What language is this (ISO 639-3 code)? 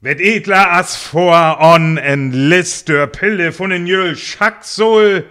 frr